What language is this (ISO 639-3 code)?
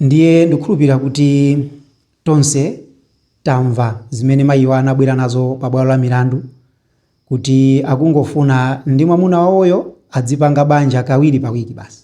nya